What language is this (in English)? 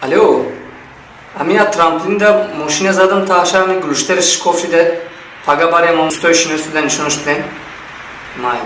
Tajik